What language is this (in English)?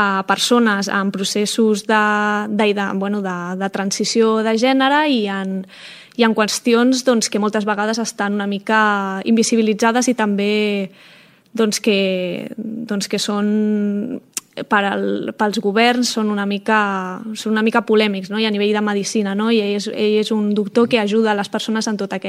Catalan